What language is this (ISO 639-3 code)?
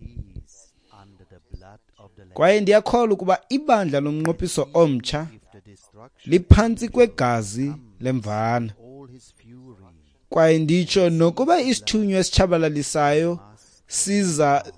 xho